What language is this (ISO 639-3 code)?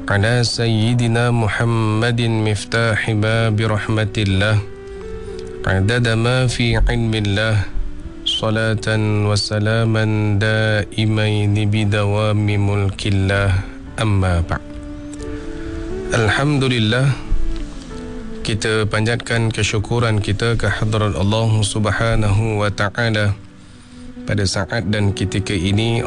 msa